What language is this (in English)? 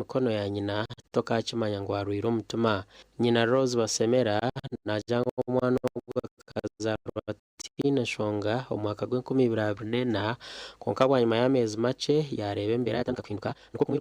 Nyankole